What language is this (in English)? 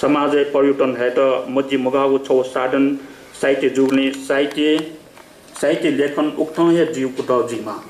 Newari